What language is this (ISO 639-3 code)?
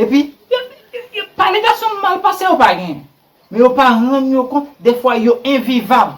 hat